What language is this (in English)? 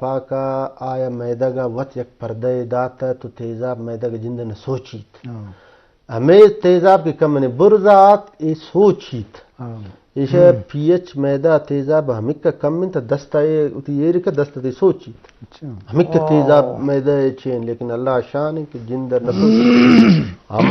Eastern Balochi